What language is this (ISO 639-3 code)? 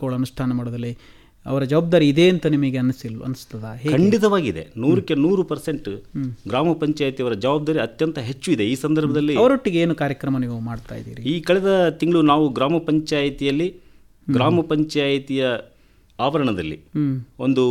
kan